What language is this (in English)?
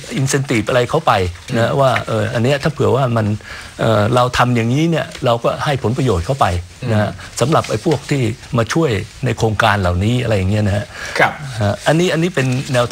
Thai